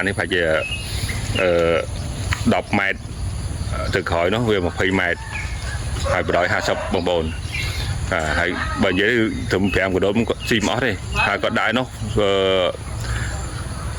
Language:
Khmer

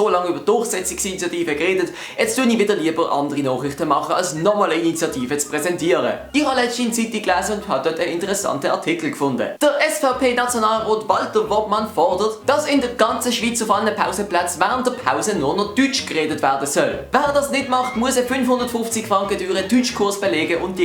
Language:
Swiss German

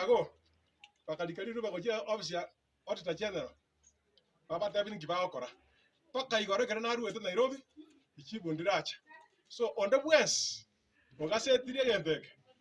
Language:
Gusii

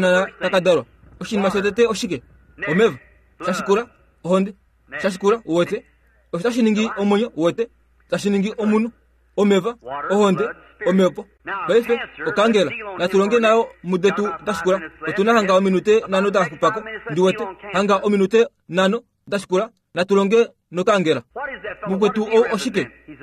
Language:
Kuanyama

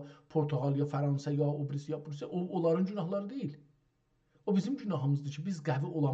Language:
South Azerbaijani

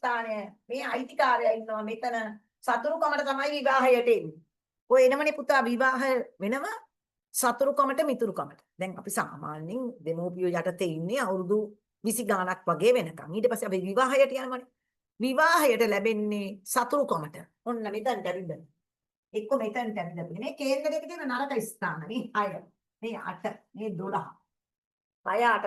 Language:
Sinhala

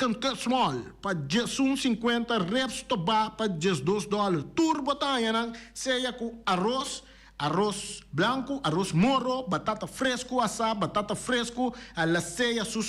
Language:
Papiamento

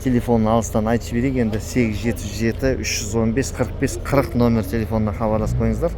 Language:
Kazakh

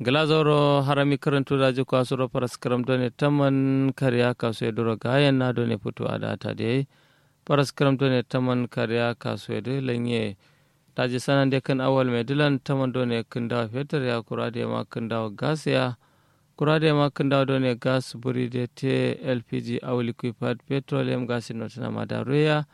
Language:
Kanuri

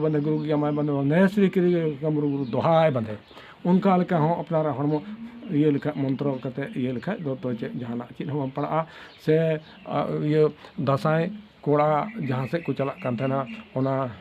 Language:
Santali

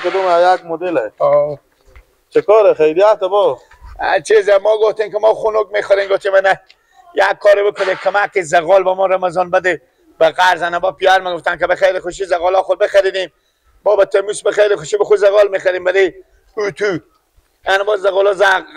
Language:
Persian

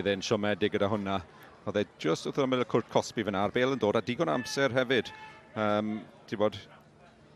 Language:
Welsh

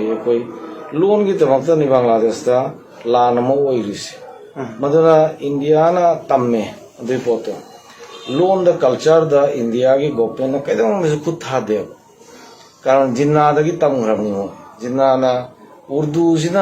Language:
Manipuri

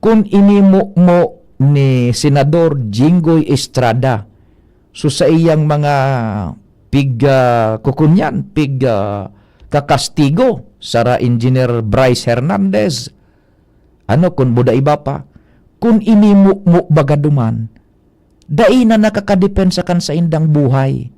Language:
Bikol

